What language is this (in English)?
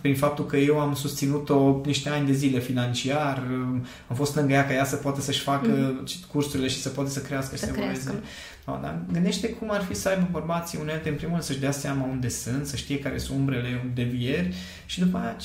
Romanian